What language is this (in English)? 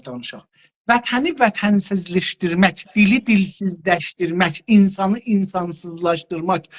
South Azerbaijani